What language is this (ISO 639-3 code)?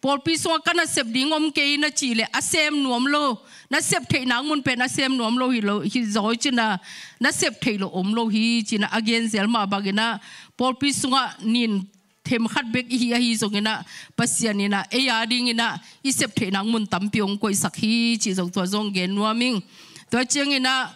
ctd